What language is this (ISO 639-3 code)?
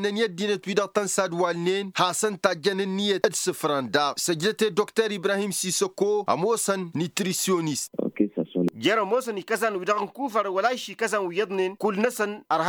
taq